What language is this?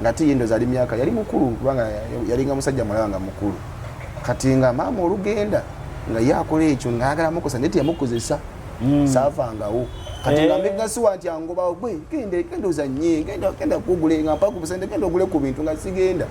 Ganda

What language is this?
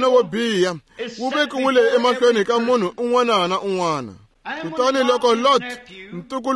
Tsonga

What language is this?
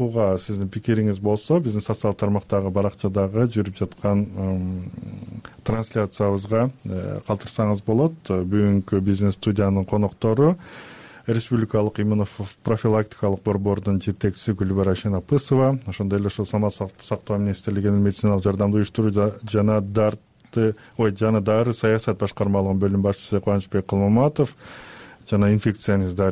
Kyrgyz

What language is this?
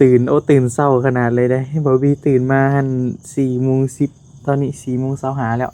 Northeastern Thai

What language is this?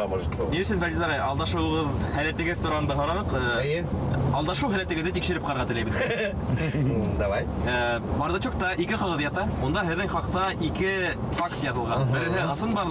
Bashkir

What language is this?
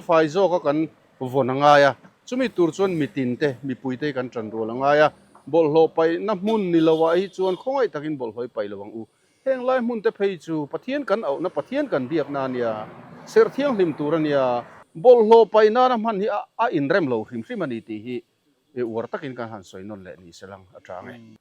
Mizo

